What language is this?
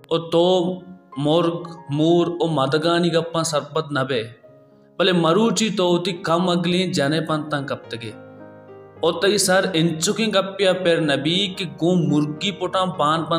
Baluchi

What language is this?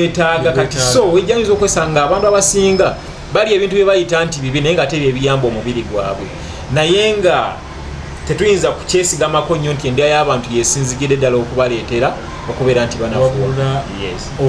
Ganda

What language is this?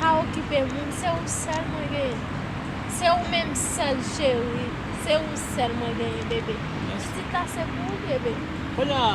Haitian Creole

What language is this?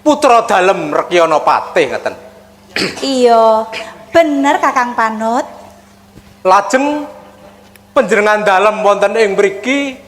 Javanese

